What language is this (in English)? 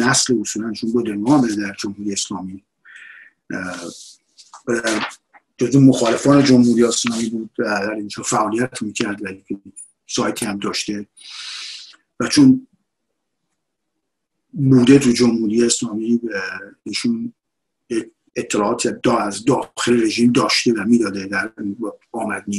Persian